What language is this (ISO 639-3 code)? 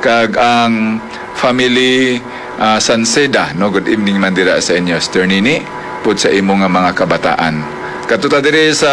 hil